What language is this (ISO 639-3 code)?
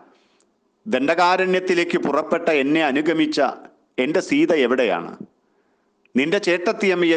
mal